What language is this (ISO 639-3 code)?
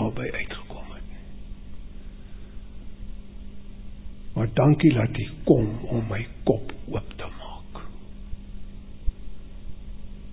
afr